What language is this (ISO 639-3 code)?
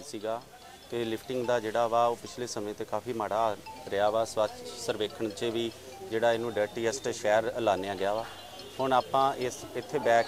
pan